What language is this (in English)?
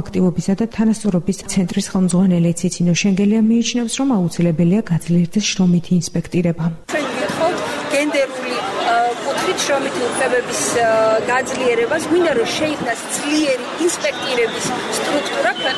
Georgian